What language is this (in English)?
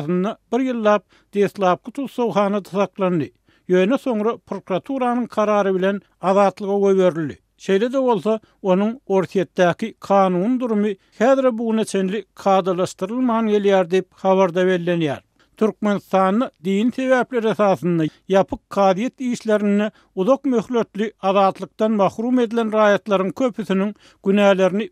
Turkmen